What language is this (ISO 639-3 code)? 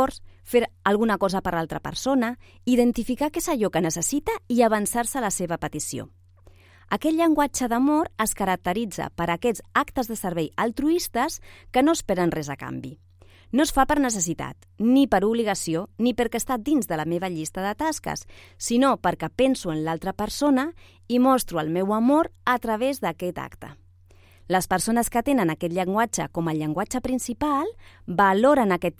cat